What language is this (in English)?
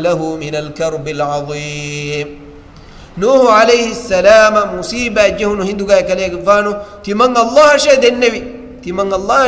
Divehi